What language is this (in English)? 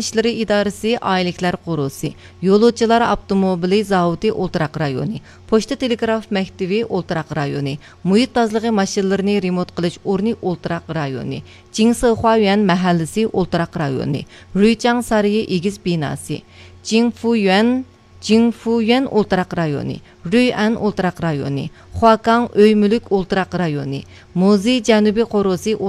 Uyghur